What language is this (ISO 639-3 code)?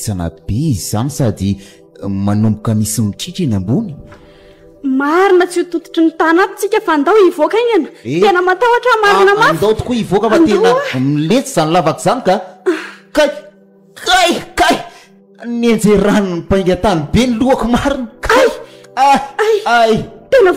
mlg